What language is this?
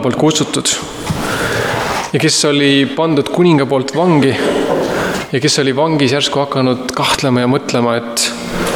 Estonian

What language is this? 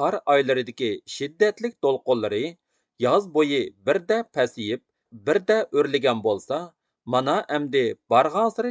Uyghur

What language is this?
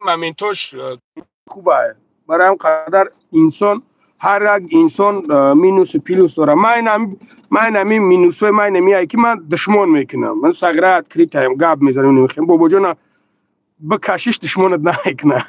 Tajik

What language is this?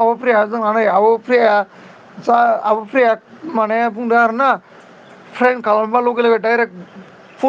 Bodo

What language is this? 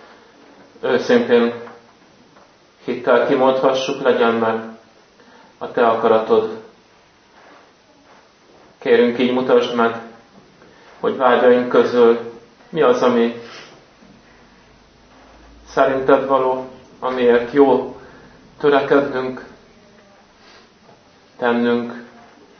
Hungarian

